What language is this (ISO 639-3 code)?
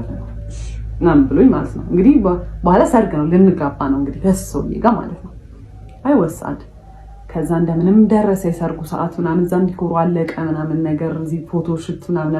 amh